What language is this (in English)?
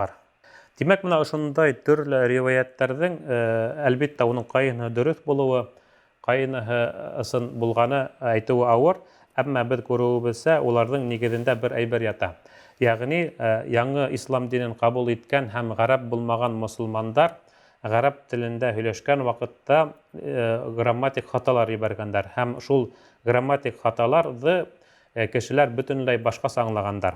Bashkir